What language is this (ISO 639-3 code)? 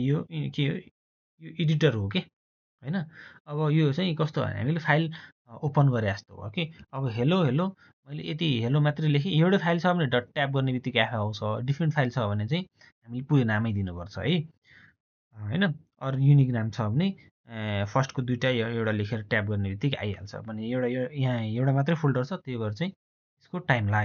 nep